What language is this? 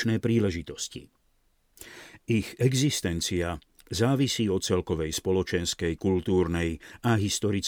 Slovak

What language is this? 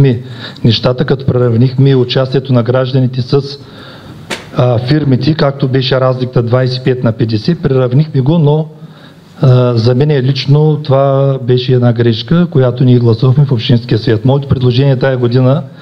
Bulgarian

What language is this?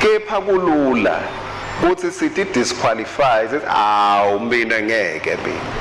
Swati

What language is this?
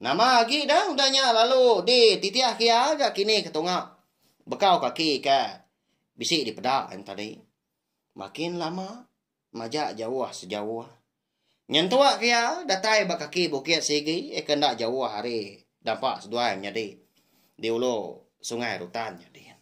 Iban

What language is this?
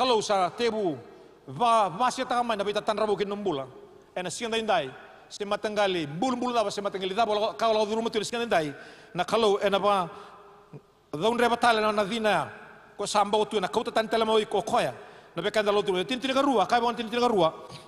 Fijian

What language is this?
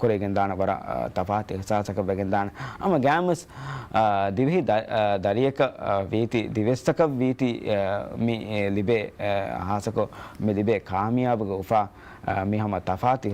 Divehi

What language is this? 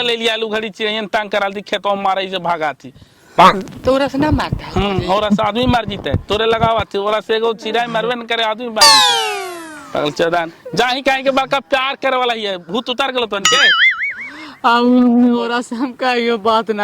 Magahi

